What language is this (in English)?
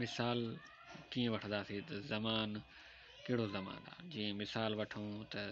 Sindhi